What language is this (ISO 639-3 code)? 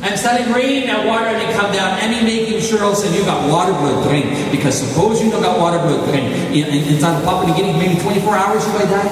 tpi